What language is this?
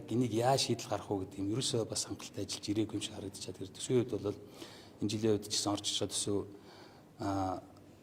Mongolian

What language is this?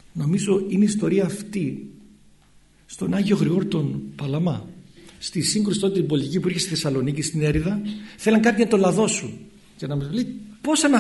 Greek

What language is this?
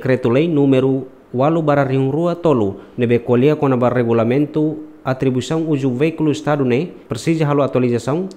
Tetum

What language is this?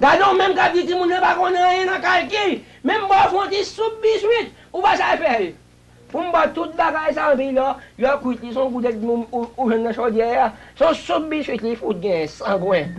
Haitian Creole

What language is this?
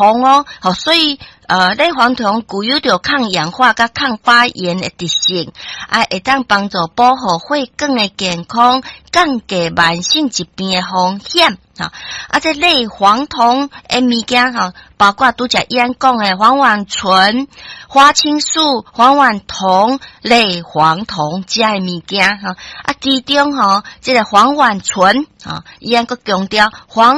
Min Nan Chinese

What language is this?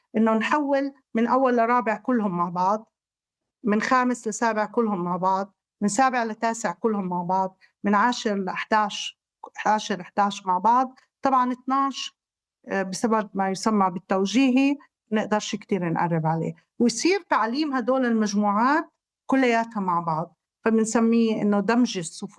North Levantine Arabic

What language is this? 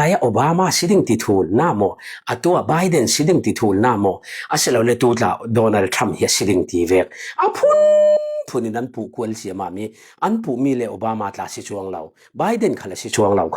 Falam Chin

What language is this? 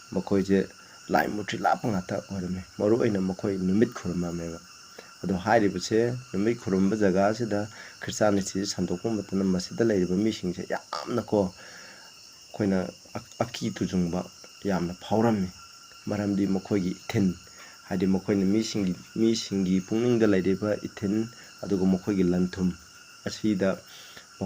Manipuri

